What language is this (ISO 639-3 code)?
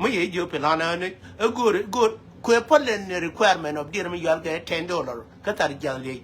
nus